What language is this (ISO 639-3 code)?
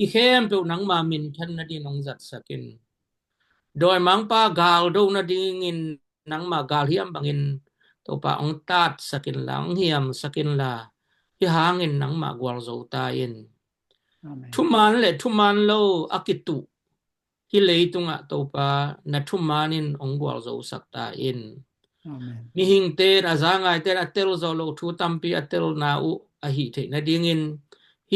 ctd